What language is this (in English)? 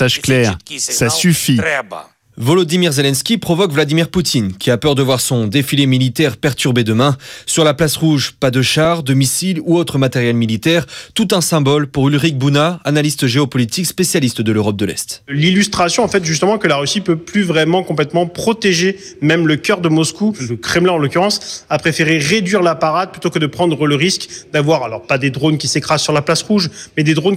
French